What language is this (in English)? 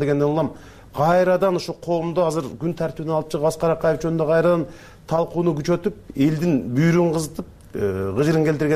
Kyrgyz